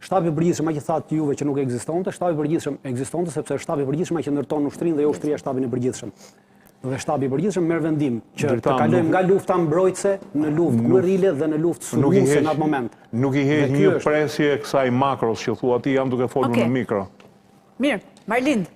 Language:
Albanian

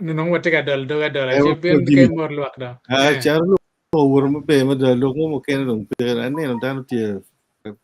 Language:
Acoli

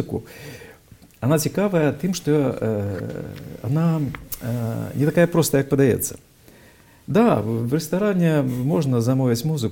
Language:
Belarusian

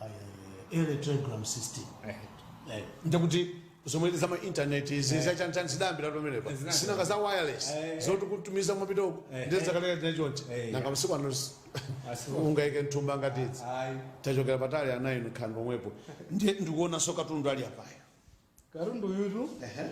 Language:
Nyanja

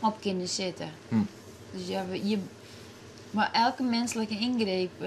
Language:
Western Frisian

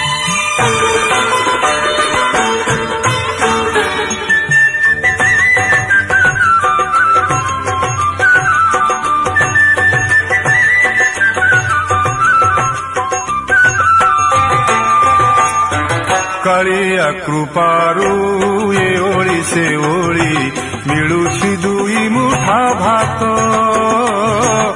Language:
Odia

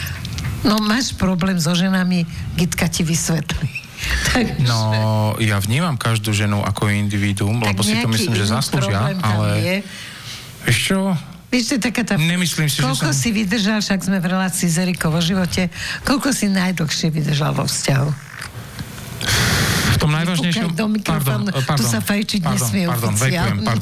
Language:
Slovak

